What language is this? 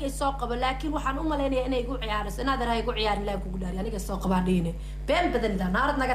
Somali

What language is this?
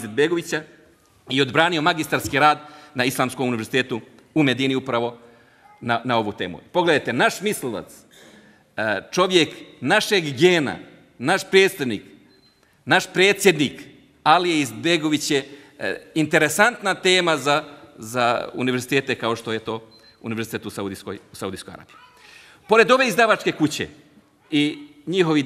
Bosnian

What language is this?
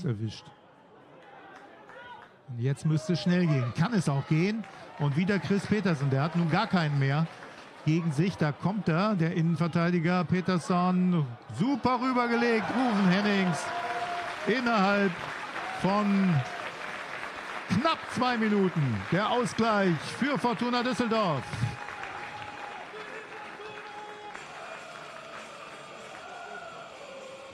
German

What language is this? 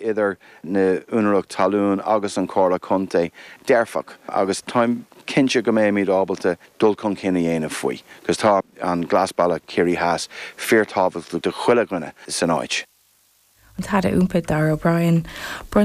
Irish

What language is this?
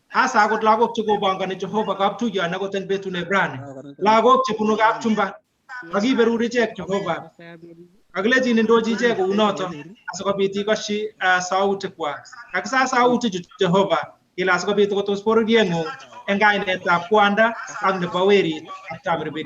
Kalenjin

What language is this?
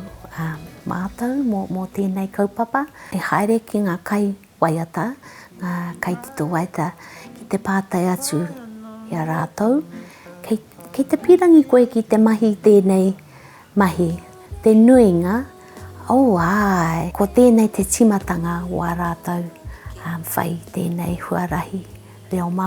Māori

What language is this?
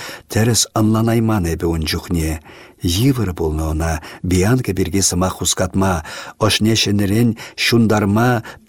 Chuvash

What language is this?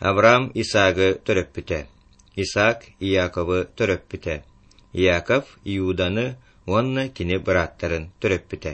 Yakut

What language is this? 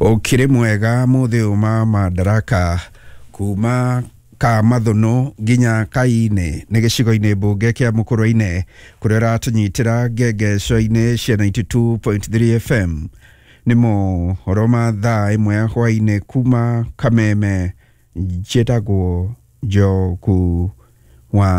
Kikuyu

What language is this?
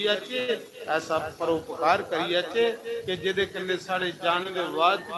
Dogri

